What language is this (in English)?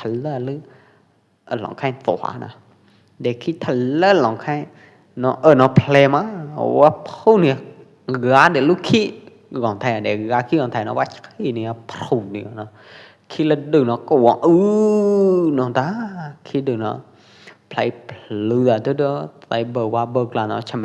Pwo Eastern Karen